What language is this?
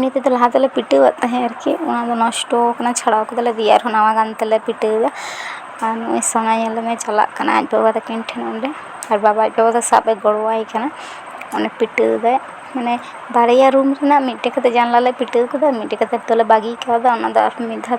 Santali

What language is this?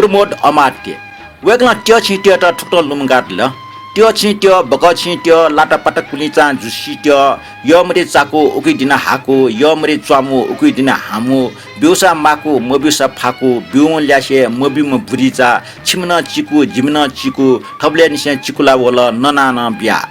Newari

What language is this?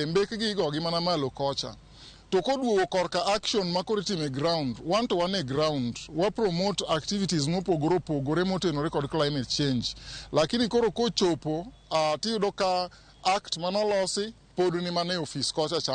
Luo (Kenya and Tanzania)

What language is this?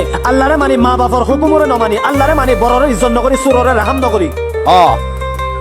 Rohingya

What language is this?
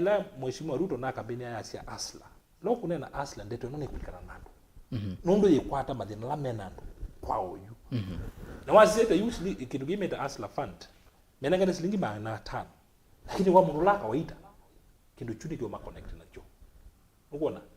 Kamba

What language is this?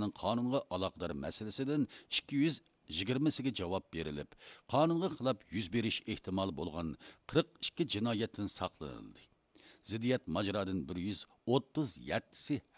Uyghur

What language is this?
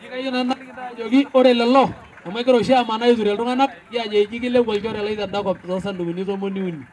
Masai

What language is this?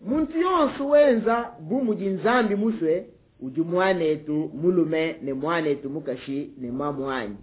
Luba-Lulua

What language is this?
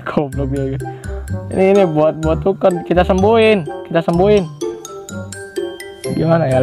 Indonesian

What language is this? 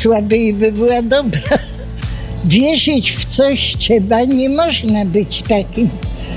Polish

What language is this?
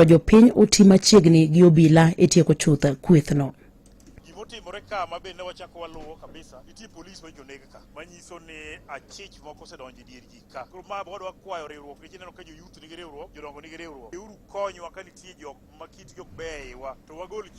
Luo (Kenya and Tanzania)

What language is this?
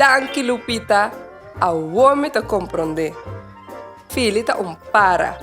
Papiamento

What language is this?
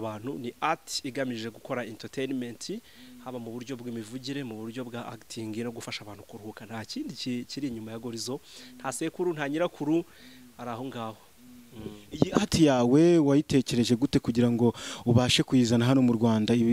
Kinyarwanda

